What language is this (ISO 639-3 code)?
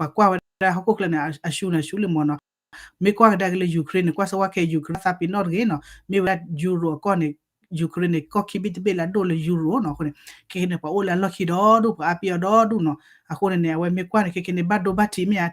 ksw